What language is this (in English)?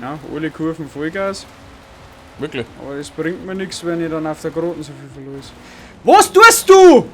Bavarian